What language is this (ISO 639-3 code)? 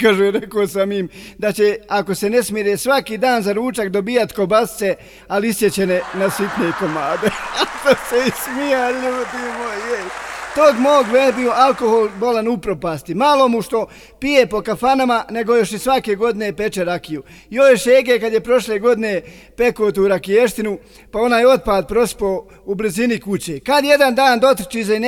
bos